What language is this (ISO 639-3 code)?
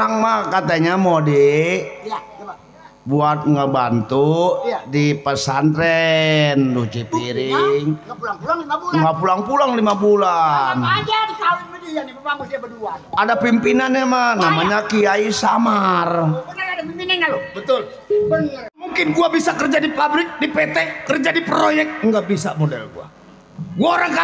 bew